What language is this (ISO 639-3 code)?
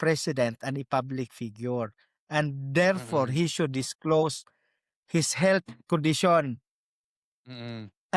ceb